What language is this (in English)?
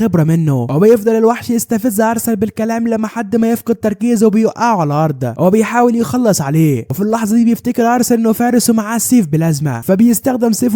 Egyptian Arabic